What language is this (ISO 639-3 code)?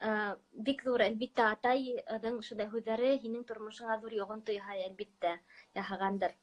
bak